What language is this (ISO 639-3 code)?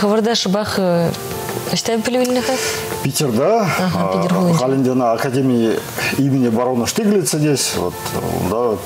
chv